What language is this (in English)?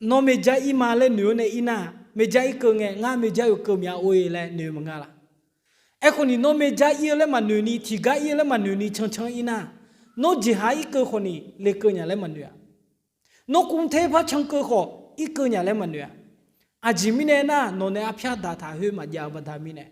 Akha